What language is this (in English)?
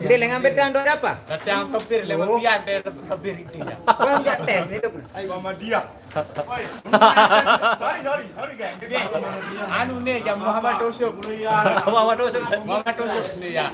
Sasak